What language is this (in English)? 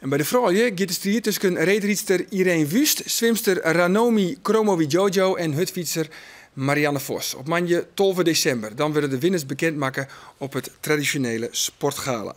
Western Frisian